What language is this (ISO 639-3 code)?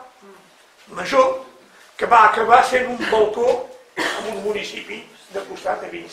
cat